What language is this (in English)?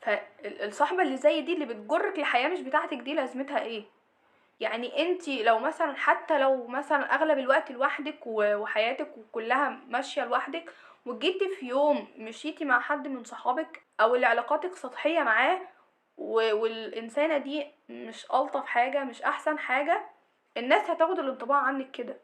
Egyptian Arabic